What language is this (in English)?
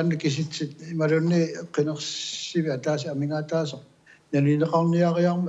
Kalaallisut